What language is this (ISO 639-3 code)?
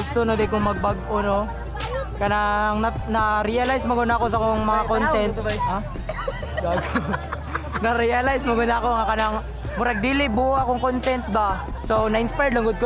ceb